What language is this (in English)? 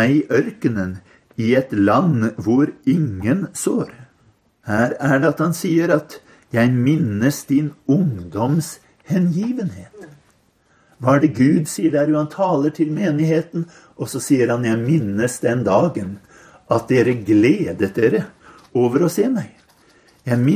Norwegian